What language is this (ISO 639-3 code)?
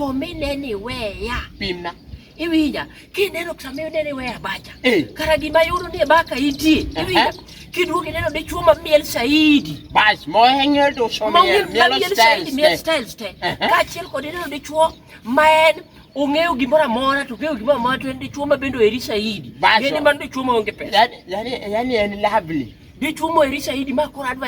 luo